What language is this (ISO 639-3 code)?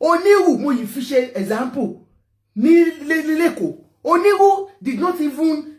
yor